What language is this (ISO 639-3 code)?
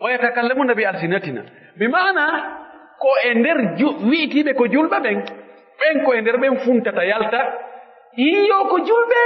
fuf